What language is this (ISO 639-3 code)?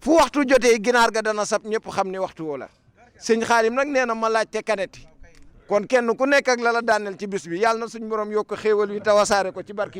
wol